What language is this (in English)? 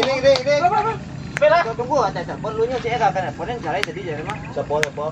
Minangkabau